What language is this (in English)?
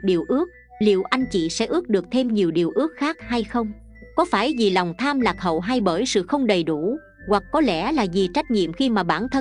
Vietnamese